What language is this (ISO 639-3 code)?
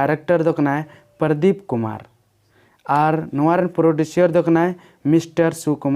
sat